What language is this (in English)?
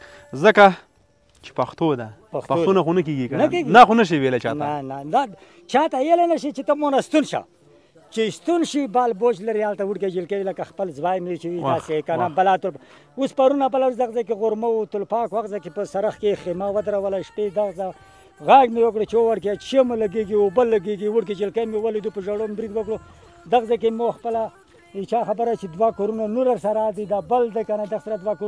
Pashto